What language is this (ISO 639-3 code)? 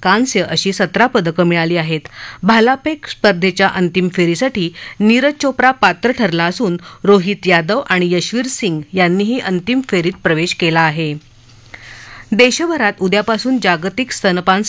mar